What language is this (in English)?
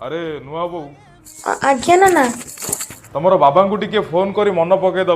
Odia